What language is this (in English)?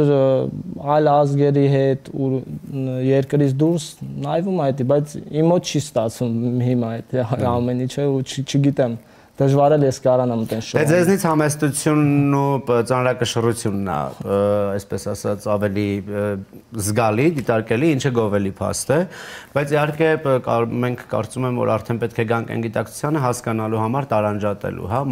Armenian